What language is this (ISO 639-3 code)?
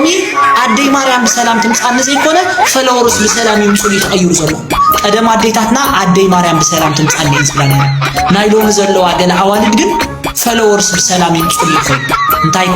tir